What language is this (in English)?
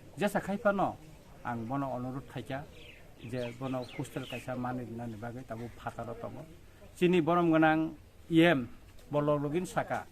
Kok Borok